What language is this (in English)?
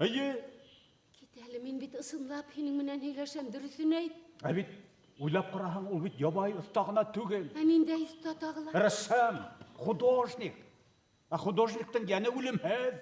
Bashkir